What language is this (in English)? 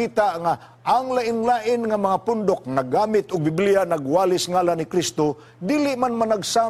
Cebuano